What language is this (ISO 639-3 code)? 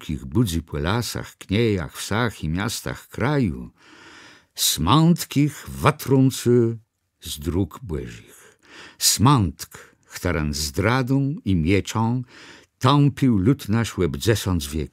csb